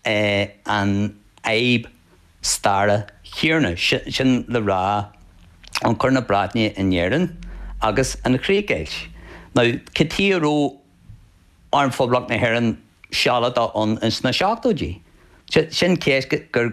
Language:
Irish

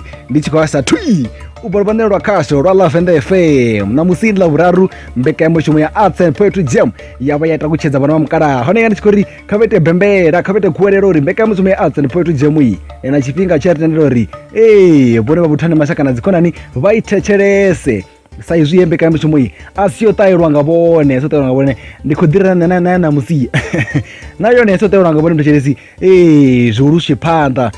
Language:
Venda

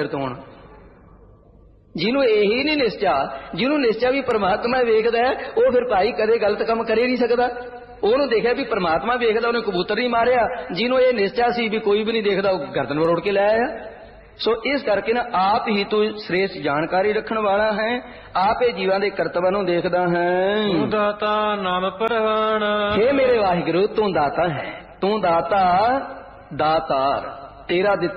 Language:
Punjabi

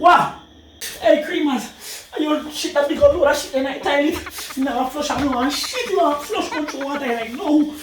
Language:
Jamaican Creole English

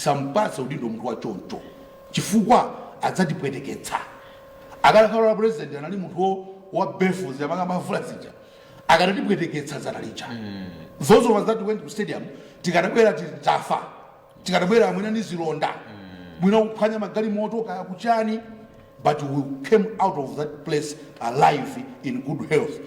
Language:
Nyanja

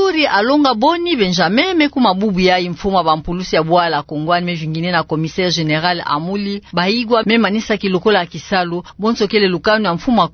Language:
Kituba (Democratic Republic of Congo)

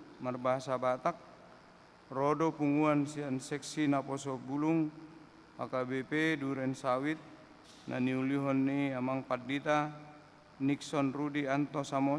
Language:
Batak Toba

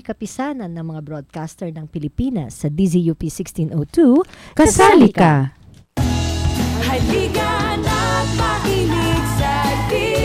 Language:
Filipino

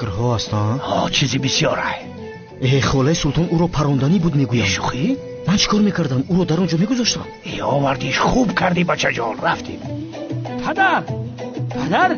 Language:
Tajik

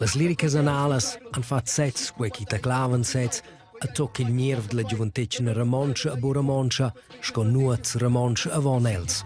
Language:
Romansh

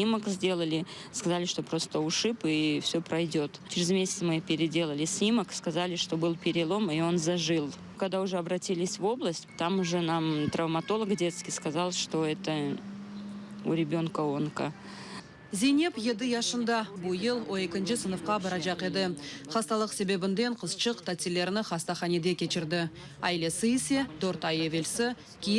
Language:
Crimean Tatar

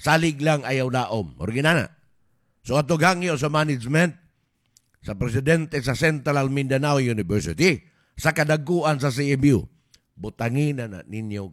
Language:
Cebuano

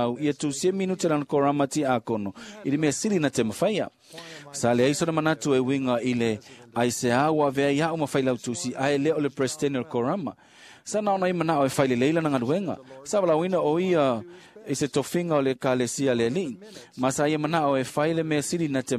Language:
Samoan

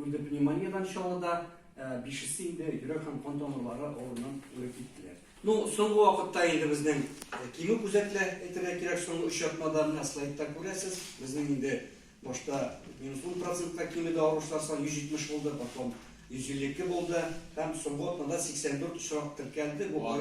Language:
Tatar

